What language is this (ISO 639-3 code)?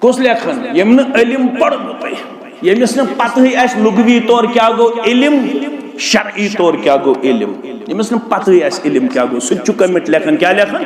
kas